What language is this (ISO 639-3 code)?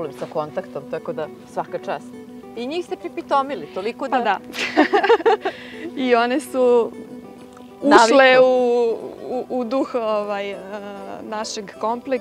srp